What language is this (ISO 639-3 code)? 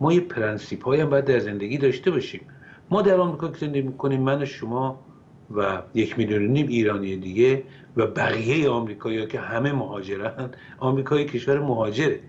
fas